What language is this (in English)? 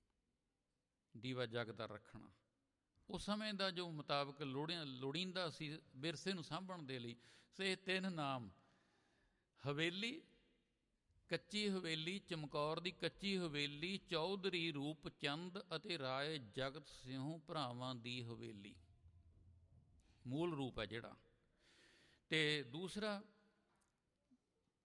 Punjabi